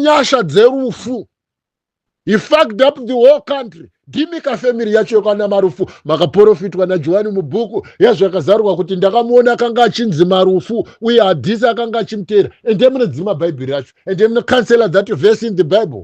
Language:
Shona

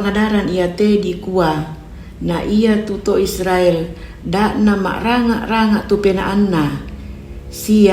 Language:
Toraja-Sa'dan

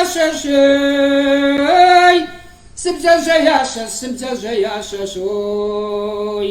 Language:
Kabardian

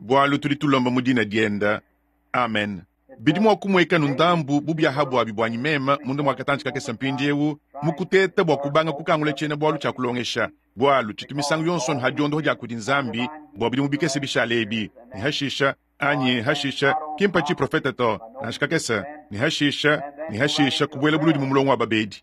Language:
Luba-Lulua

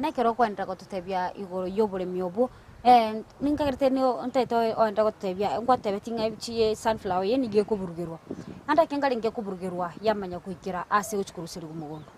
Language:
Gusii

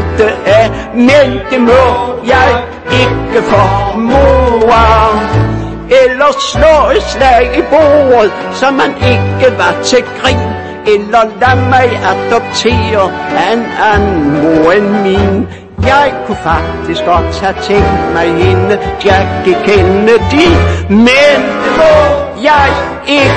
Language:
Danish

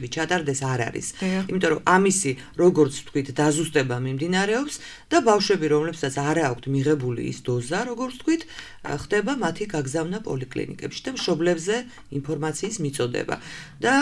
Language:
Georgian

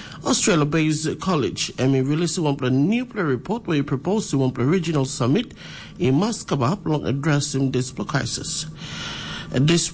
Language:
Tok Pisin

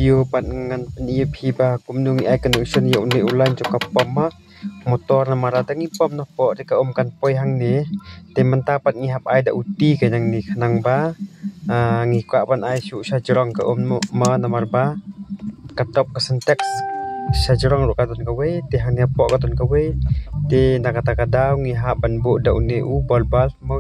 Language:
Khasi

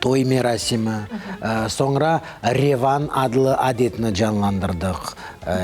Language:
Crimean Tatar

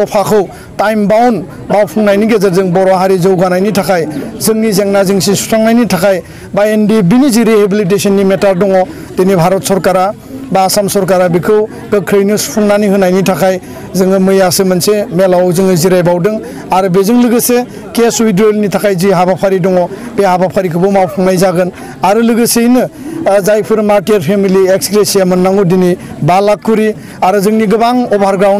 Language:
Bodo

